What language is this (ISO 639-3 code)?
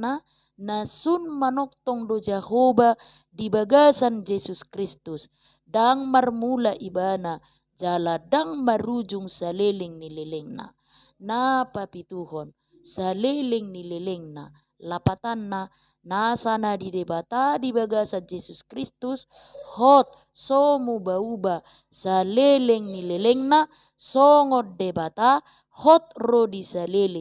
bbc